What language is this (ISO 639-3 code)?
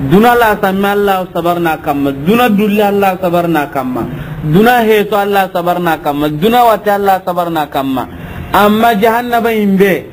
snk